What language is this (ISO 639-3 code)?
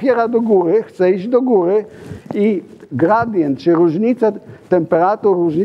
pol